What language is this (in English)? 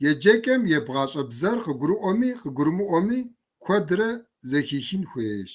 Kabardian